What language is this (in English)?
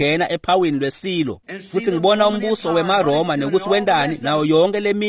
Swati